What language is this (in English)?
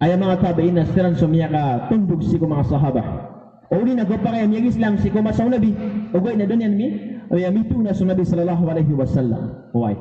Maranao